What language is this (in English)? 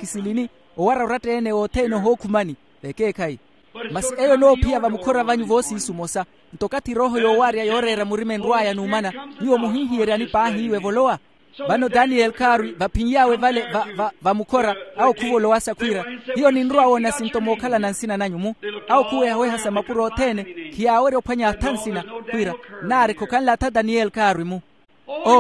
Makhuwa